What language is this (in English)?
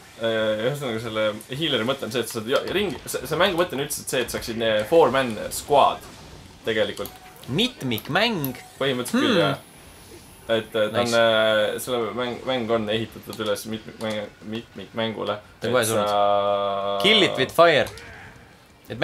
Estonian